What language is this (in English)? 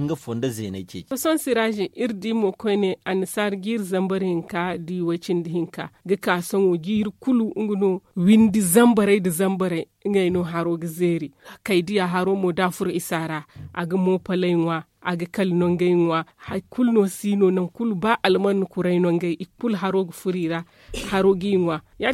Zarma